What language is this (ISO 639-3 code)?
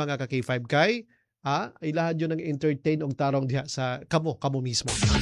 ceb